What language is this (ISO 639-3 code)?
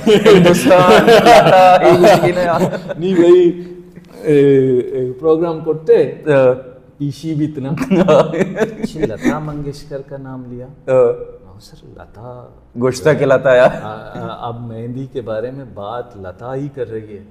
bal